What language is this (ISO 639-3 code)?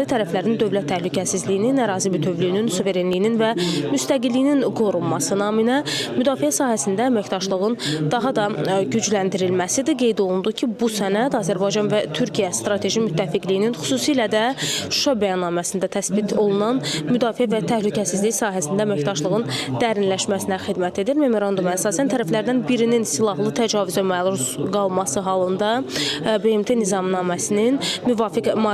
aze